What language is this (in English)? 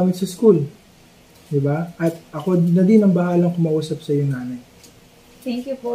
Filipino